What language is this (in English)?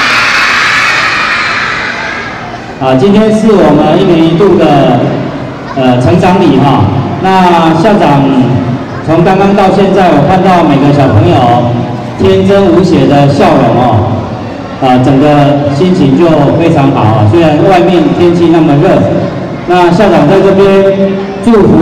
Chinese